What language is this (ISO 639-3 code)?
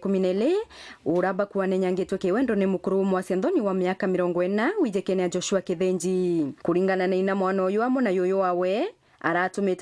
mer